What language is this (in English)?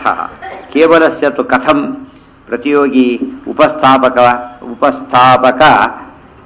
Kannada